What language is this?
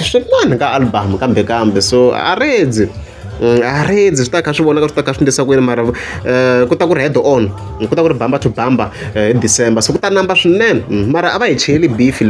Tsonga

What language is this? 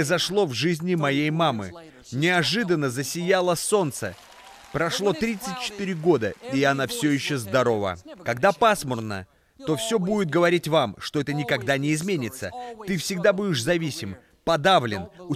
Russian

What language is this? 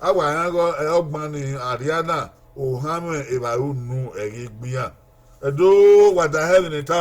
Bini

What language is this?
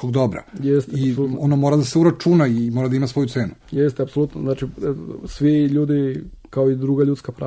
Serbian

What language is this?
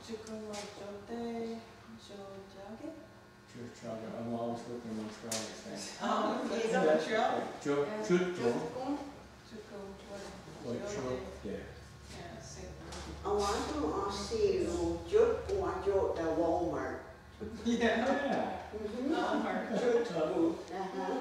Mohawk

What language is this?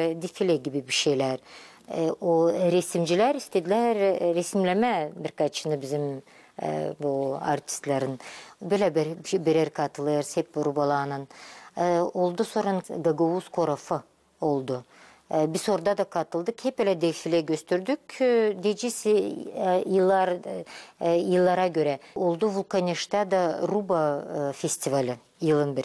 Gagauz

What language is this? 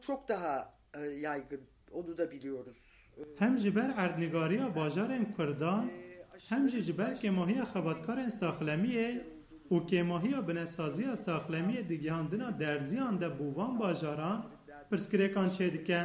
Kurdish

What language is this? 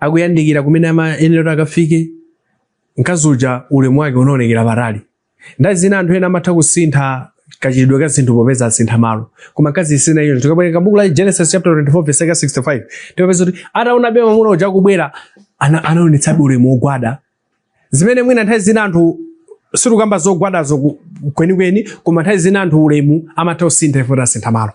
Nyanja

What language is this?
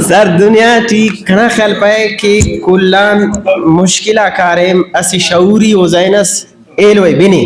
Brahui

